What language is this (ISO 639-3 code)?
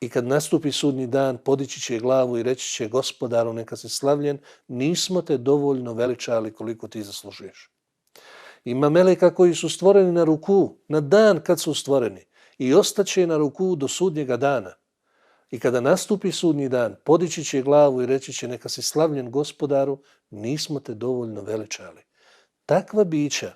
bos